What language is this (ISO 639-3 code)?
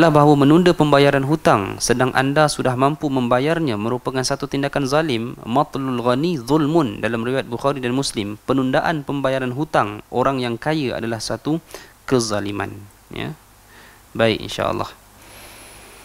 msa